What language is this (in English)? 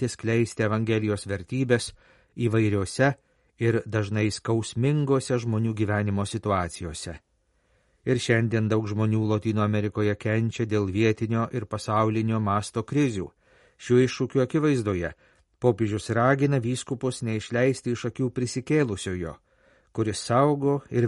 Lithuanian